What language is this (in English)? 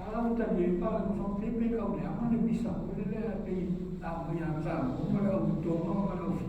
Samoan